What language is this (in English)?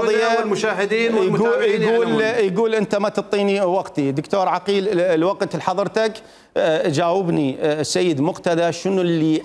Mesopotamian Arabic